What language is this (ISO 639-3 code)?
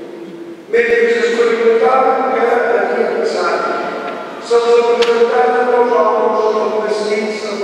cat